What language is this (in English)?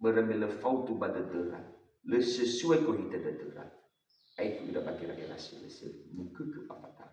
Nias